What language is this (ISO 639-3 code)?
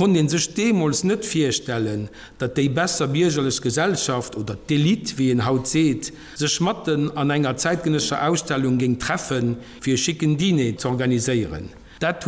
ltz